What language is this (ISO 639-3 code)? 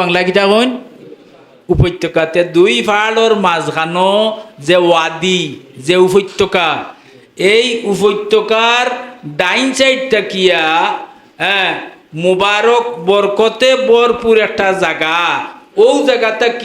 syl